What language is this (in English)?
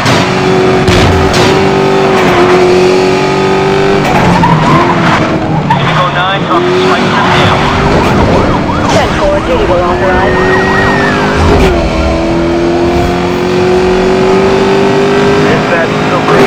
English